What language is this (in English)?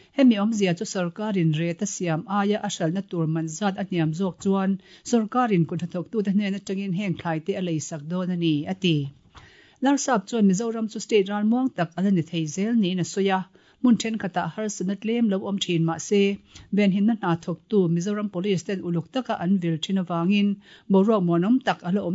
Mizo